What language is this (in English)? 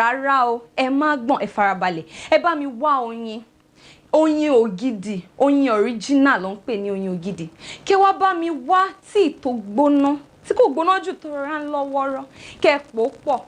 Yoruba